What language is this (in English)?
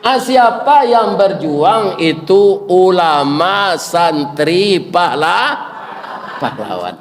Minangkabau